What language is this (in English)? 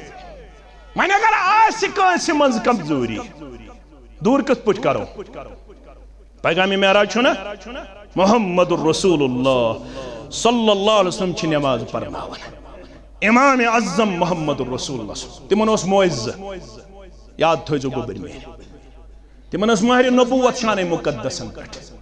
Kashmiri